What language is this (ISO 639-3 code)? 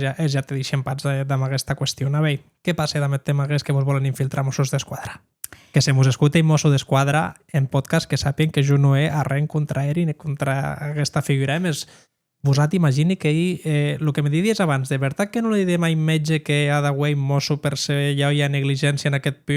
oci